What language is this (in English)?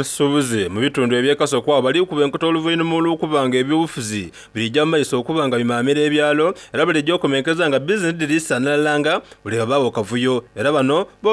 Soga